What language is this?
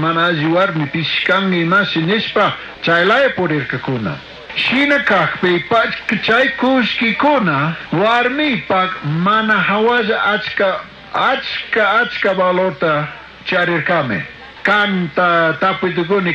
Chimborazo Highland Quichua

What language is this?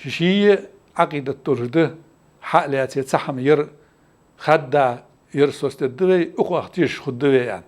Ingush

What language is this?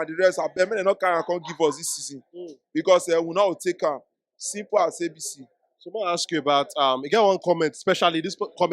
Nigerian Pidgin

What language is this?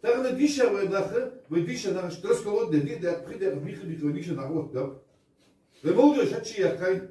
Ingush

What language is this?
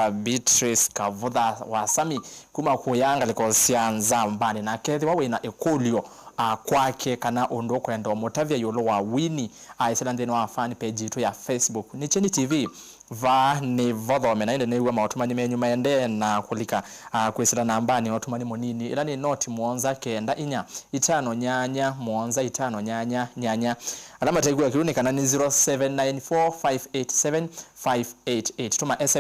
Kamba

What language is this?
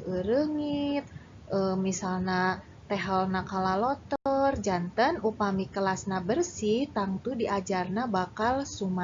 Sundanese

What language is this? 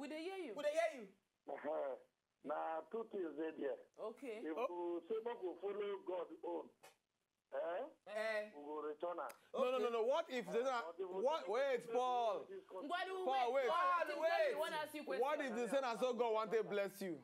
Nigerian Pidgin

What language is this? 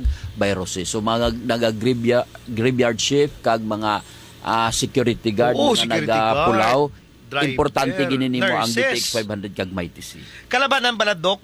Hiligaynon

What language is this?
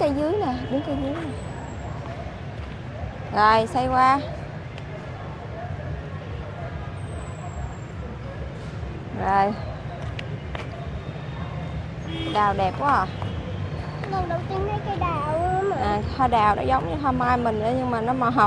Vietnamese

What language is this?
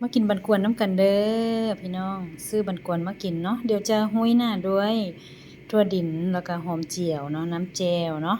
Northeastern Thai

